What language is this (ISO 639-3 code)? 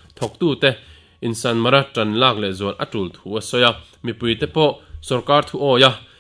lus